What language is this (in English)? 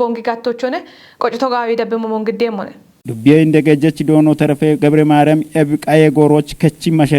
Kafa